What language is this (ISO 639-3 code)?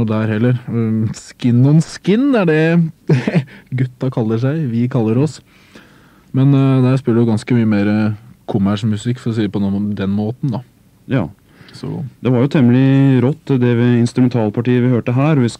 nor